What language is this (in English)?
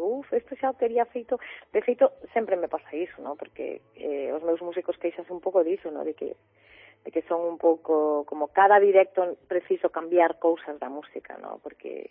Galician